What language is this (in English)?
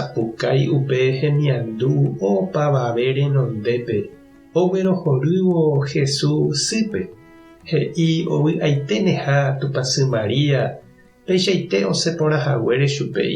Guarani